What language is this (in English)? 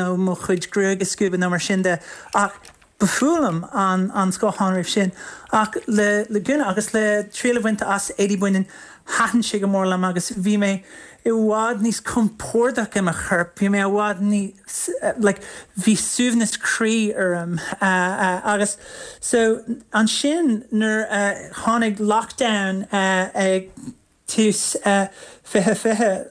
Irish